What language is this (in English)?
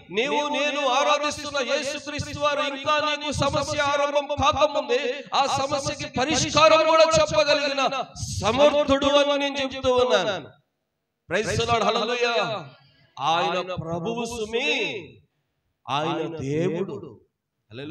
Telugu